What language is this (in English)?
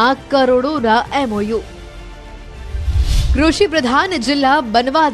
Gujarati